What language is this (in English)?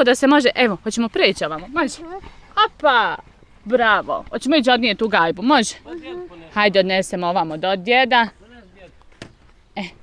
Bosnian